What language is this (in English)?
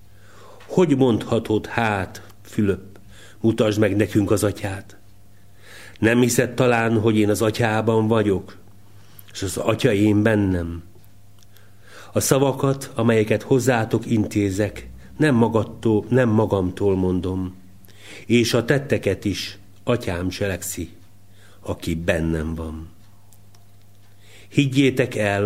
Hungarian